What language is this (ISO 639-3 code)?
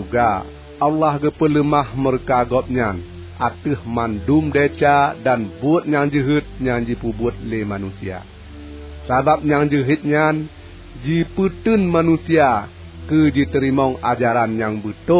ace